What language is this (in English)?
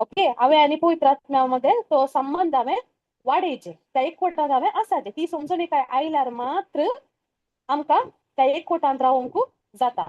Konkani